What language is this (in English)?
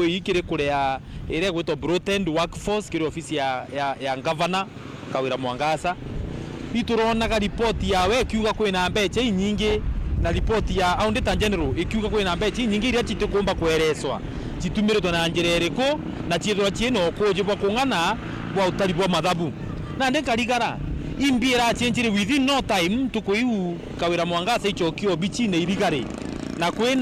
Meru